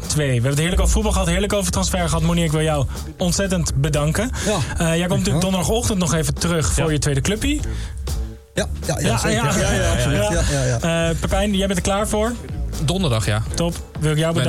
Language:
Dutch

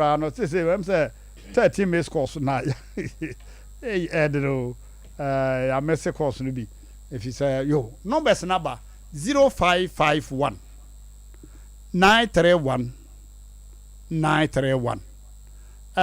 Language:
Akan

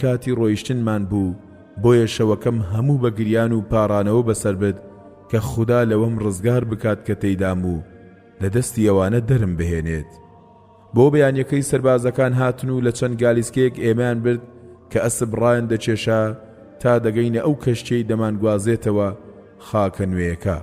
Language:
Central Kurdish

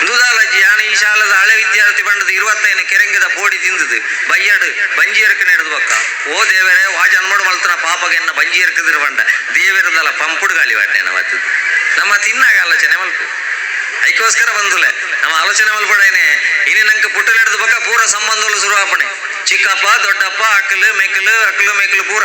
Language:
Tulu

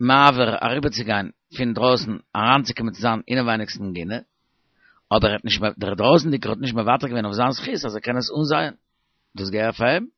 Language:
Yiddish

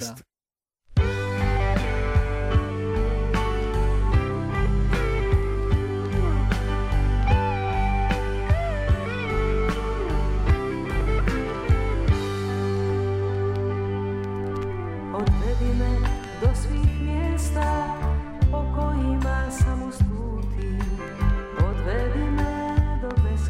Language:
Croatian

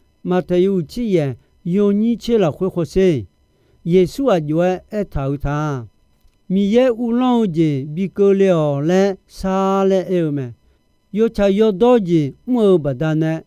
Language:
Akha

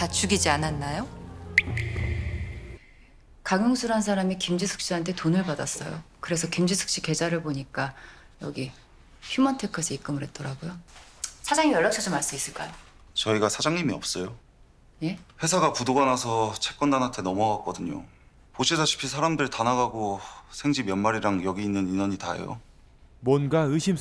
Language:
Korean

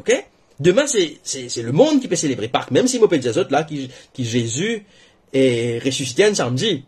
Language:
Morisyen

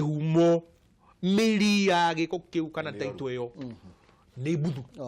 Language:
Kikuyu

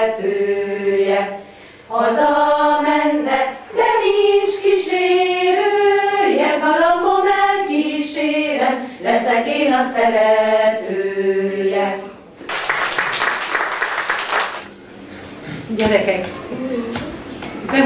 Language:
Hungarian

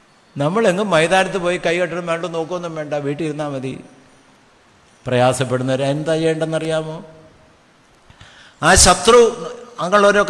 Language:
Malayalam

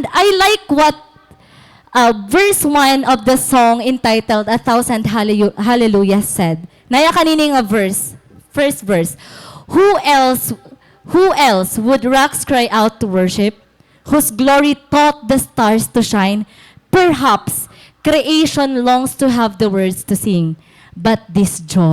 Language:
Waray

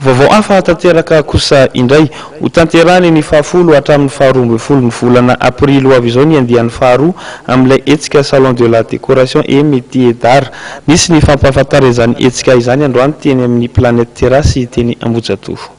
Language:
Malagasy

